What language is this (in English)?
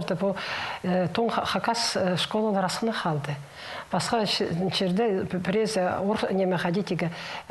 Khakas